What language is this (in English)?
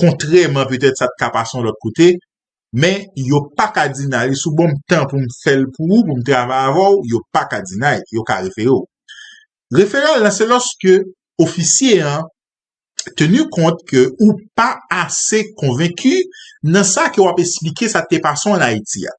Haitian Creole